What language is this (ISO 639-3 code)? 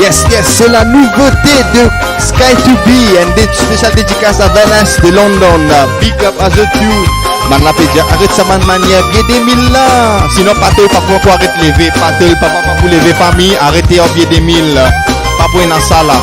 mfe